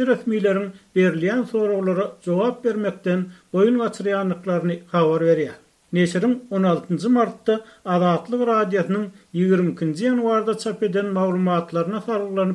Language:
Turkmen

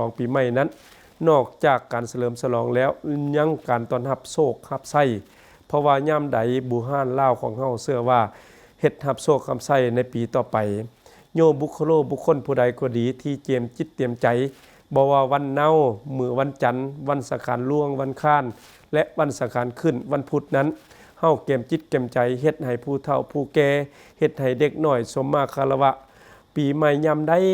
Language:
Lao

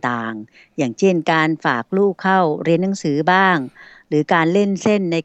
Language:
Thai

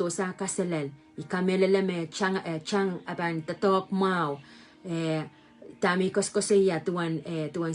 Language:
Pohnpeian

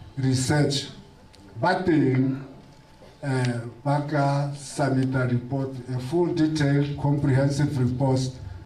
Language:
Tswana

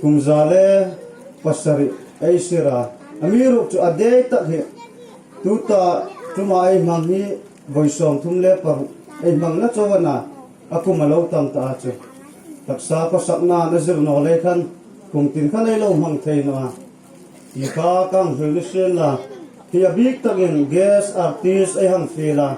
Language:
Hmar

